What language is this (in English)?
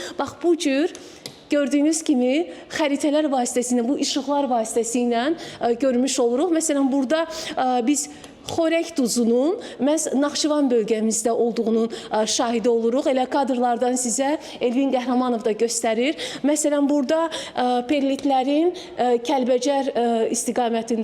Azerbaijani